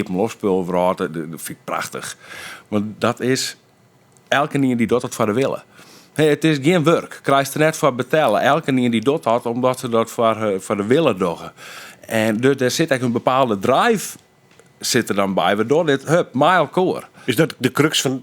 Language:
Western Frisian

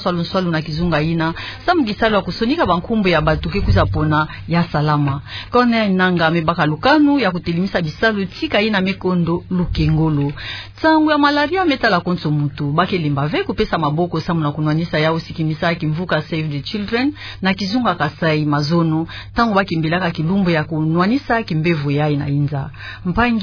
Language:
Kituba (Democratic Republic of Congo)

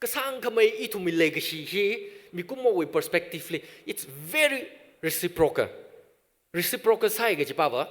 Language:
Tangkhul Naga (India)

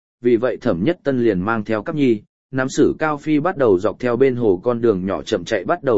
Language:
Vietnamese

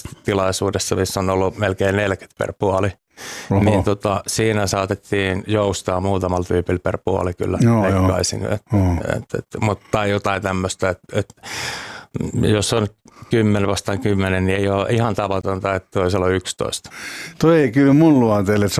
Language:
Finnish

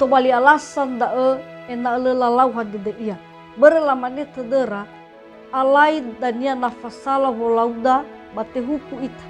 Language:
Nias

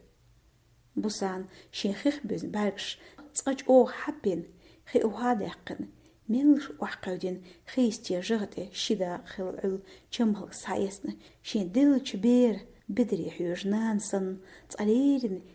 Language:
Chechen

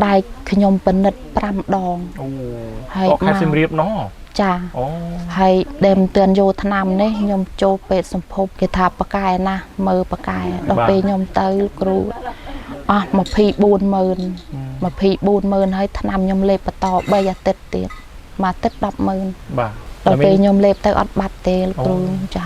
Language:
Khmer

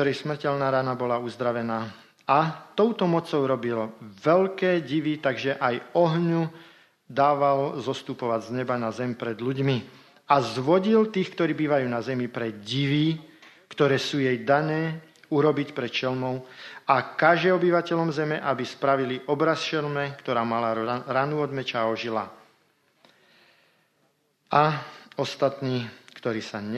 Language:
Slovak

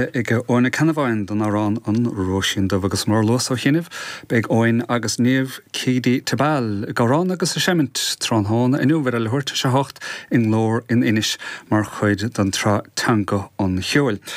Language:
Irish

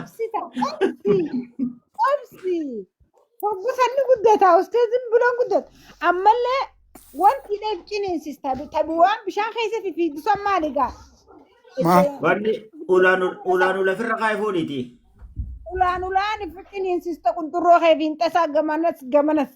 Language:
Oromo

